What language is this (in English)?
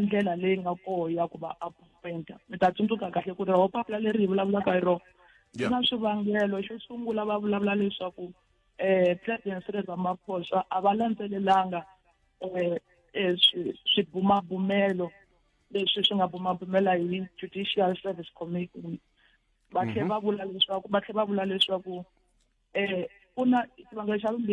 Tsonga